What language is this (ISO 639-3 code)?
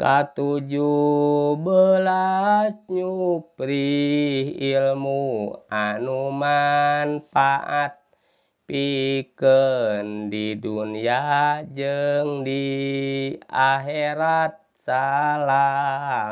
sun